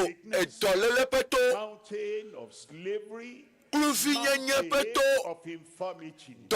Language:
Ewe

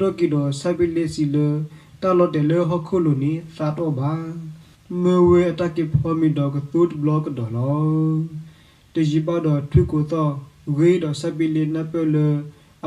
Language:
S'gaw Karen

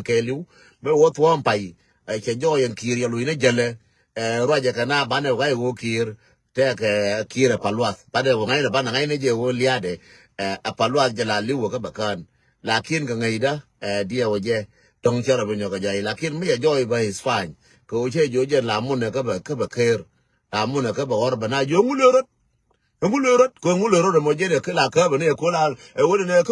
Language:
Nuer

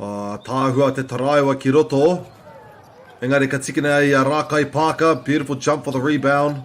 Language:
Māori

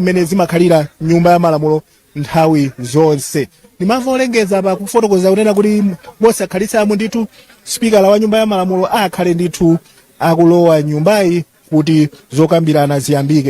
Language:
Nyanja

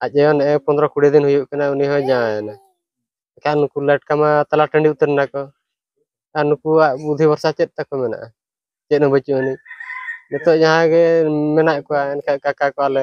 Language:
Santali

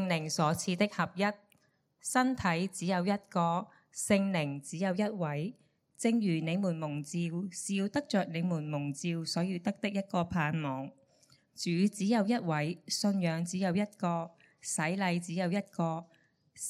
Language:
Cantonese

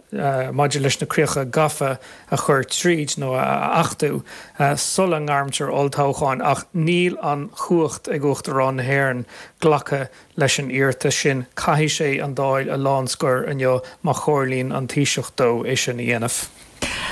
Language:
Irish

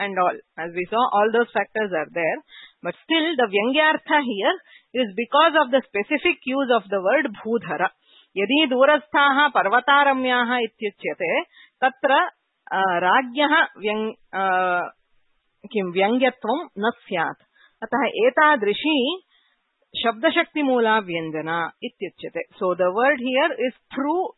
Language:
Sanskrit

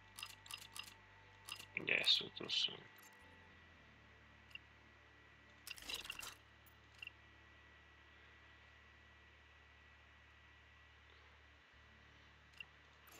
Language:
Slovak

